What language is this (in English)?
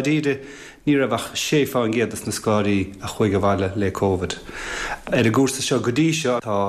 Irish